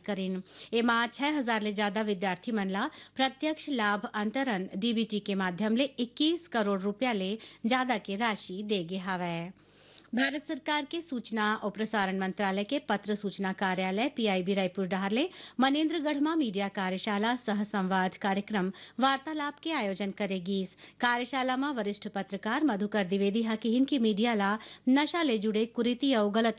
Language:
Chhattisgarhi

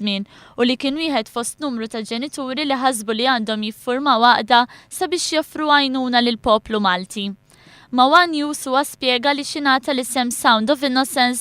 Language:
Maltese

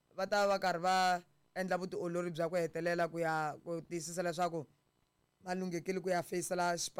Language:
Tsonga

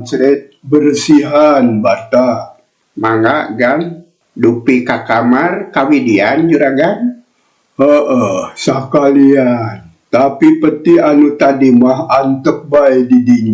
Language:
Sundanese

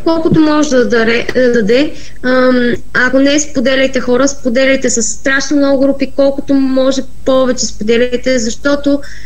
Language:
Bulgarian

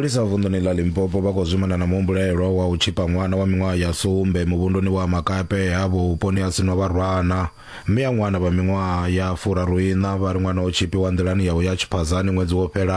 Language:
Venda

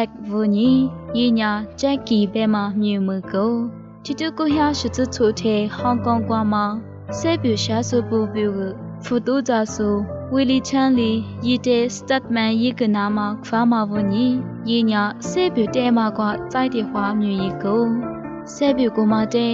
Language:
Lisu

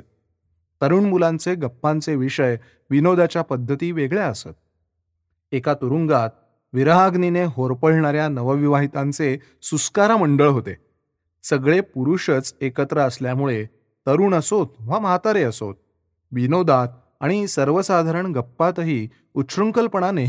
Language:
Marathi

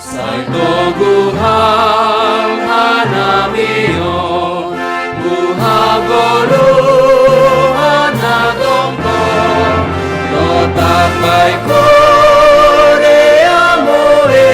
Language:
Batak Simalungun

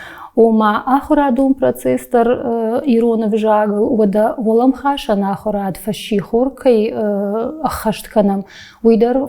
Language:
Ossetic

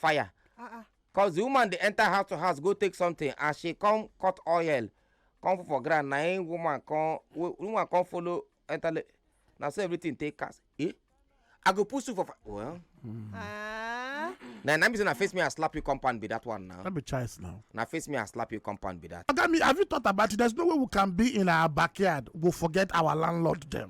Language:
Nigerian Pidgin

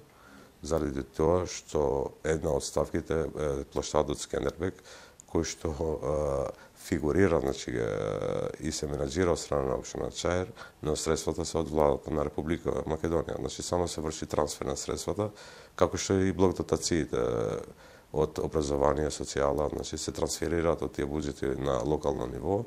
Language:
Macedonian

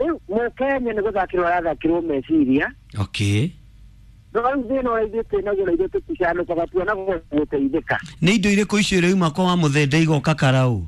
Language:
Kikuyu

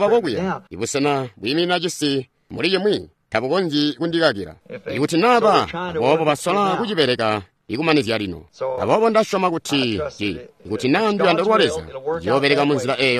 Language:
Tonga (Zambia)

